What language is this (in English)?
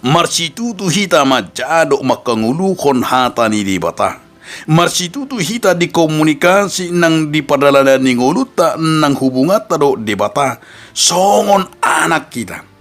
Batak Toba